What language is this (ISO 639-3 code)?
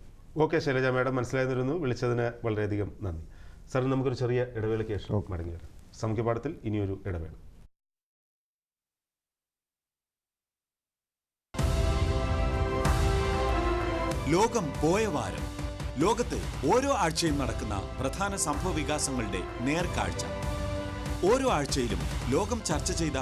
mal